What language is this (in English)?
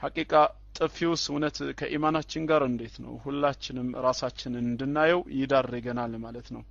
Amharic